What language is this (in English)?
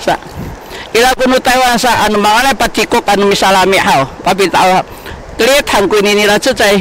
Sakizaya